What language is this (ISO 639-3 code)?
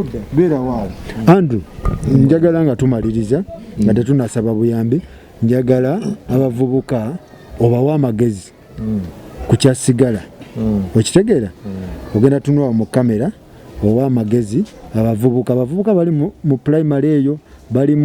lug